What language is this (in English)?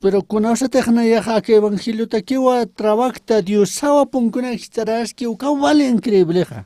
Aymara